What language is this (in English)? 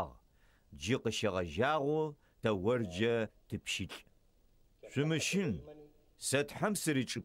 Adyghe